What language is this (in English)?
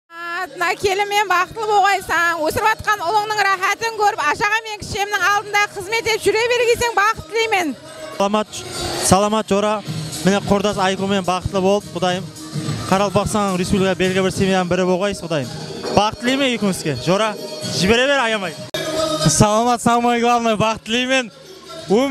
Kara-Kalpak